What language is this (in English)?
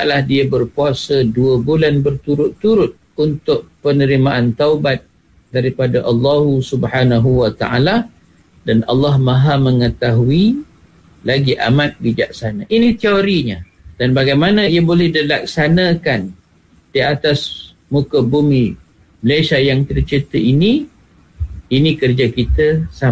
Malay